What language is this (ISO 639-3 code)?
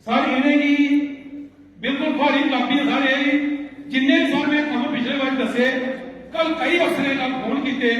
doi